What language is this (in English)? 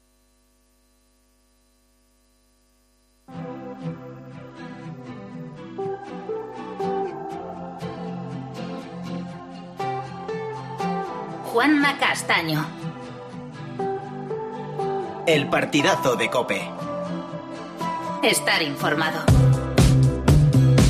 Spanish